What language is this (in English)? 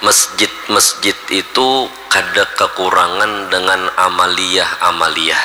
Banjar